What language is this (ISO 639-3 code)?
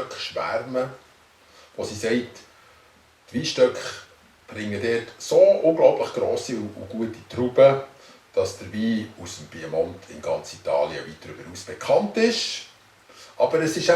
gsw